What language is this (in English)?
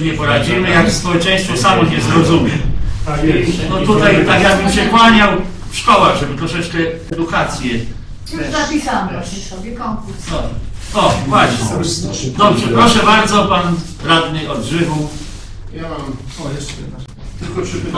Polish